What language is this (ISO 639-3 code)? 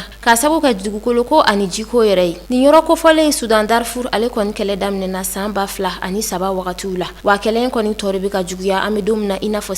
bam